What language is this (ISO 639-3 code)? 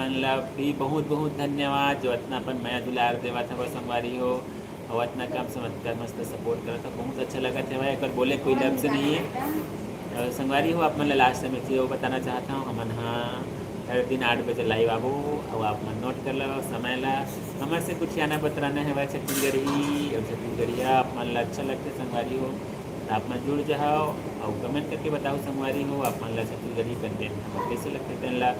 hne